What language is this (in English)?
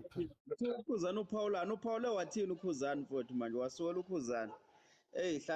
Zulu